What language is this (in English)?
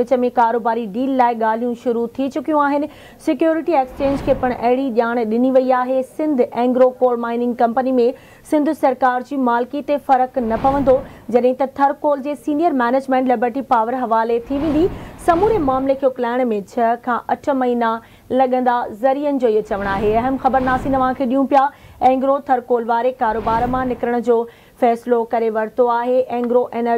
Sindhi